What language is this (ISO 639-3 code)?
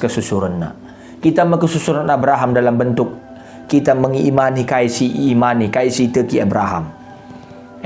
btx